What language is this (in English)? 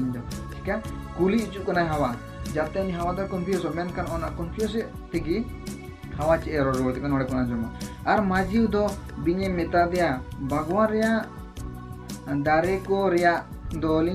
Santali